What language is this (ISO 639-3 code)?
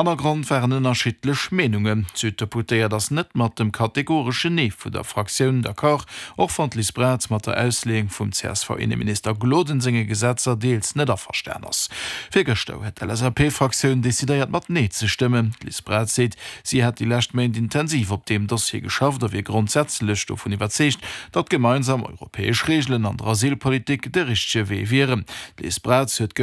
ltz